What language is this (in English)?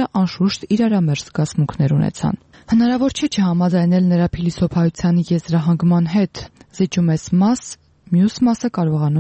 Armenian